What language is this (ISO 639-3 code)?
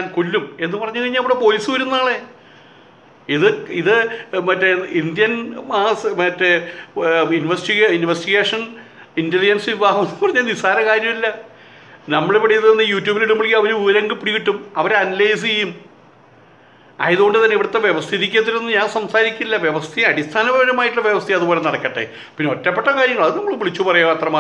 mal